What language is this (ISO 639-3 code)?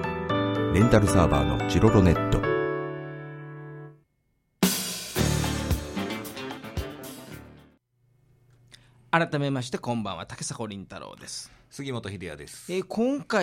jpn